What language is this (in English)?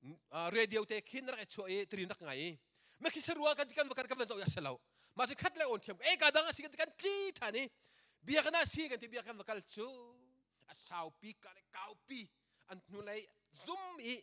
Hakha Chin